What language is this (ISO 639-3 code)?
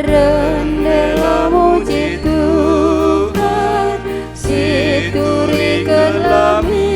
btx